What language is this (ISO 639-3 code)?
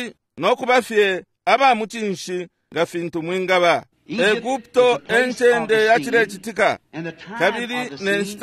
bem